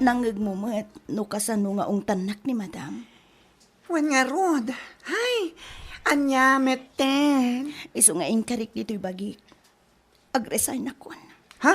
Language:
Iloko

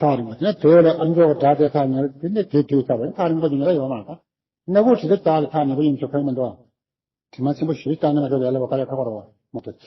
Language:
Tibetan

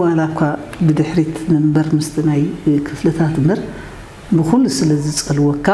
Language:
Tigrinya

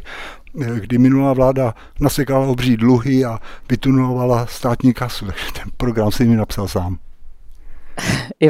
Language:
Czech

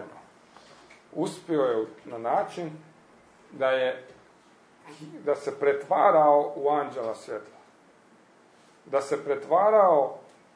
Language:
Croatian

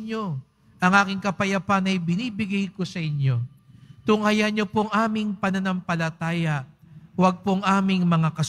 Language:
Filipino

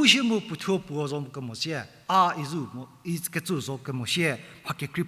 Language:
Angami Naga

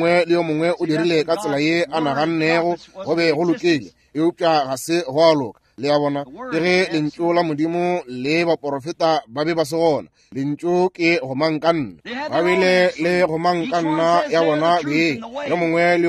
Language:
Northern Sotho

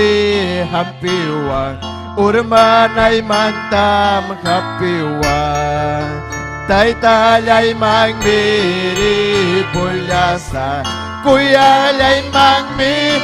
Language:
Ayacucho Quechua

